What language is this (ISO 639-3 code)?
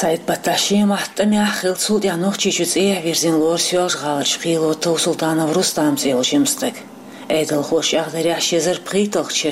che